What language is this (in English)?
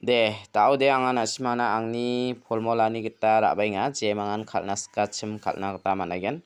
Garo